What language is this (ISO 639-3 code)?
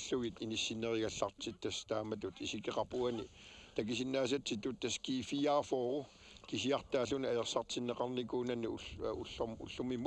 kal